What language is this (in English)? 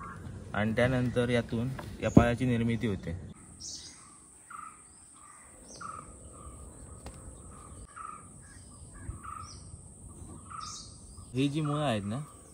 Marathi